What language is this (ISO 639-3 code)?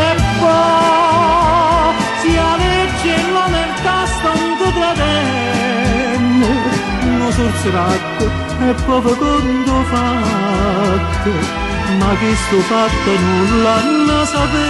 nap